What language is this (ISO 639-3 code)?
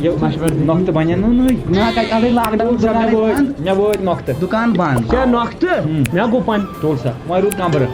kas